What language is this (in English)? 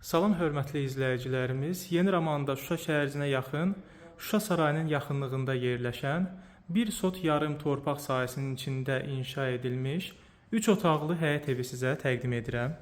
Azerbaijani